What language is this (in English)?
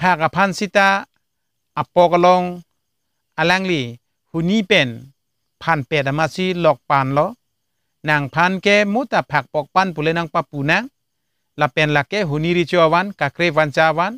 Karbi